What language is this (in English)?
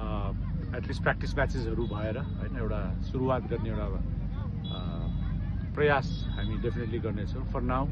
Nepali